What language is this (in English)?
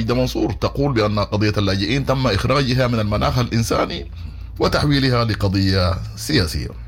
Sudanese Arabic